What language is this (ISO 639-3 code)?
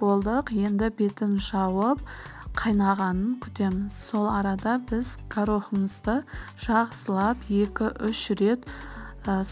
kaz